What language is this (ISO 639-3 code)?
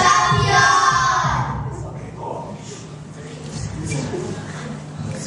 eng